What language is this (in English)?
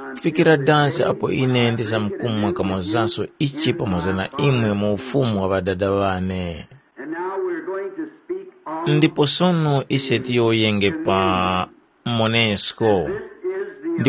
Tumbuka